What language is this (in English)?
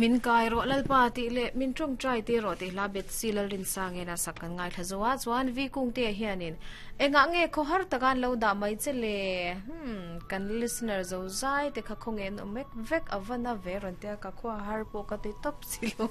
Mizo